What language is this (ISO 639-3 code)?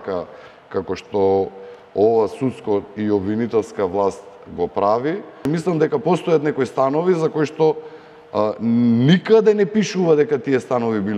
mkd